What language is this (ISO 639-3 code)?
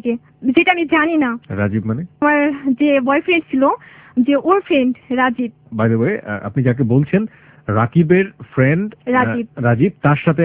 ben